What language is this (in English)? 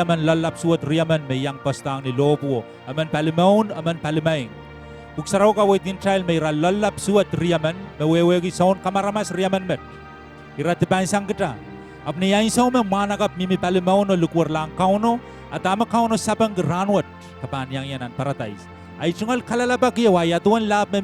Pohnpeian